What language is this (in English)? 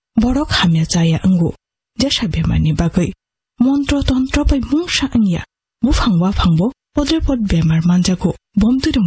Kok Borok